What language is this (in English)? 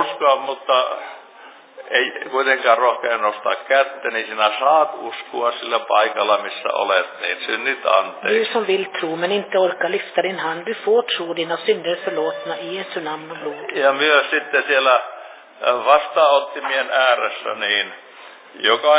Finnish